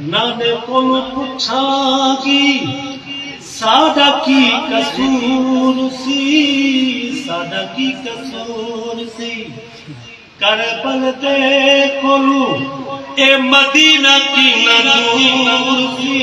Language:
Saraiki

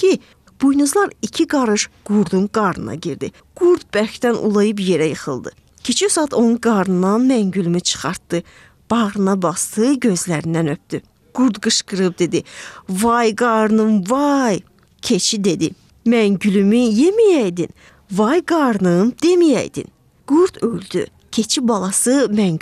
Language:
Azerbaijani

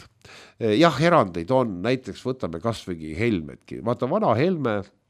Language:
Estonian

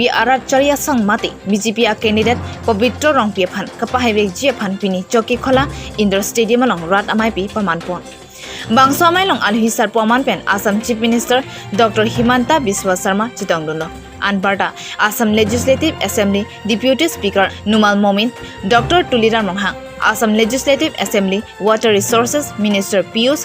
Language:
Karbi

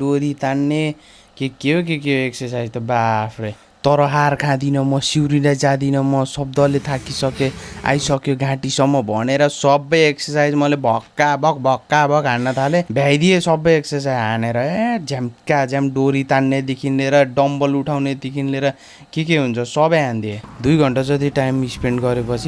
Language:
Nepali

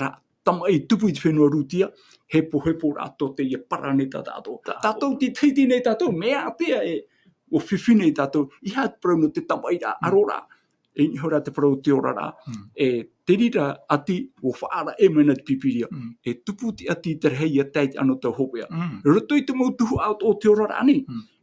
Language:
Tahitian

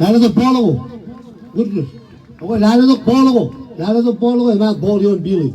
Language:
Marshallese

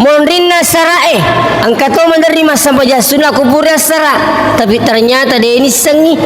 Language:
Buginese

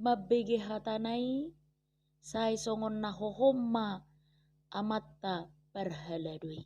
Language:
Batak Toba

